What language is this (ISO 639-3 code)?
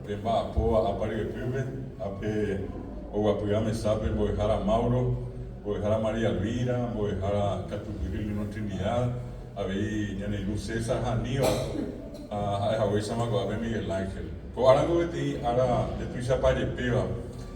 grn